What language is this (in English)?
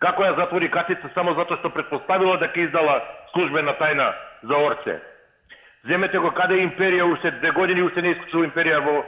Macedonian